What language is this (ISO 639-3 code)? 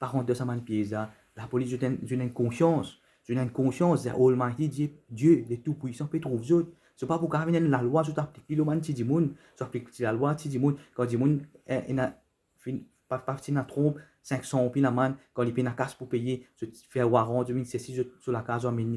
mfe